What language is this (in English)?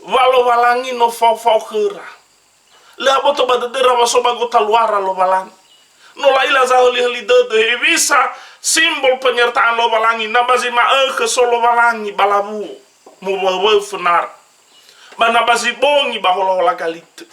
Nias